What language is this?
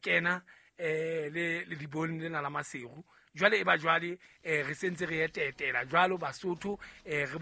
Southern Sotho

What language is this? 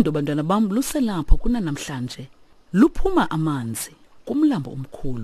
Xhosa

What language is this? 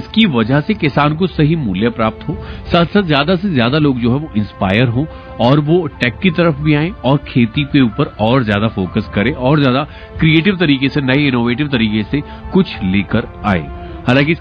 Hindi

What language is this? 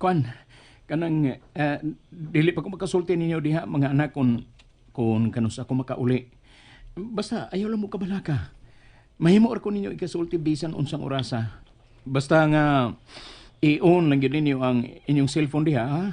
Cebuano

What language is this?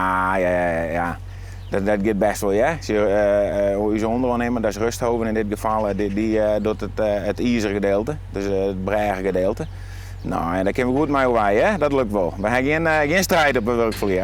Western Frisian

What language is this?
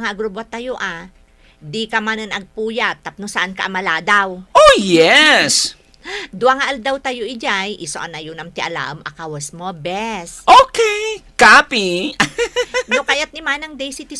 Iloko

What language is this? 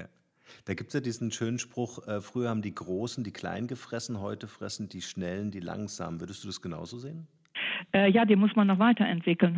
German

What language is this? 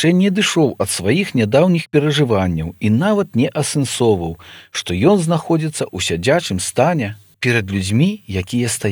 Belarusian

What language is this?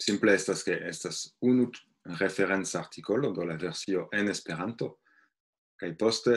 Esperanto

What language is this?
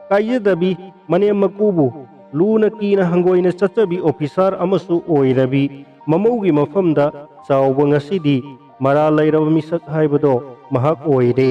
Manipuri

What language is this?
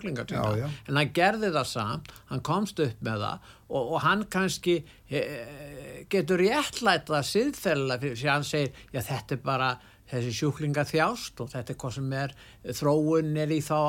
Icelandic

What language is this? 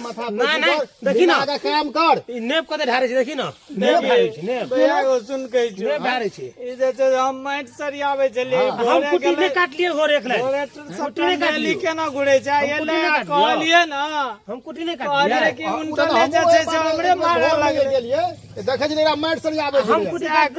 Maithili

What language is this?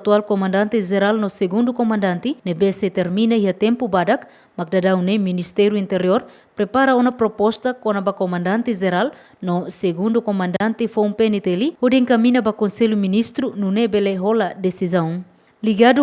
Tetum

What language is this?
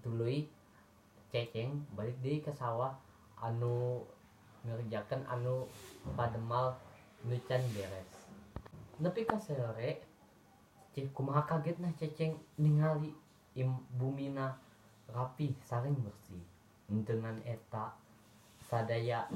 Sundanese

